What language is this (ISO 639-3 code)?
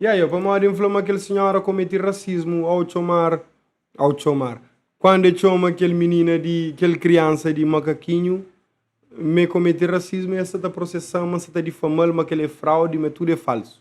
kea